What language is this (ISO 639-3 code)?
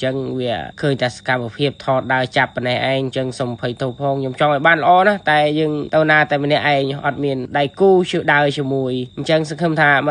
khm